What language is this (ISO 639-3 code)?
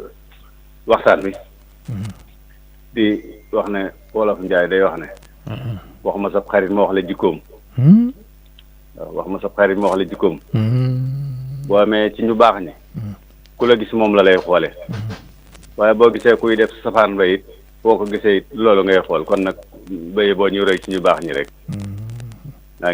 wol